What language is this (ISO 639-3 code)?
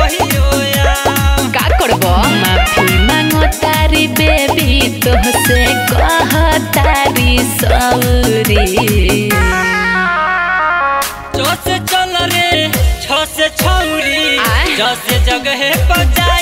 bho